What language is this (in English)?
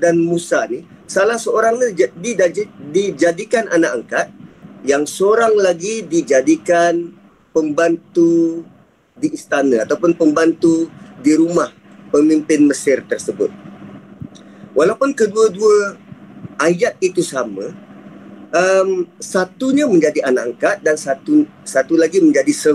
Malay